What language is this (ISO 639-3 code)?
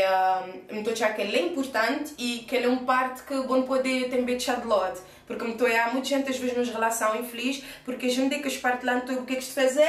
kea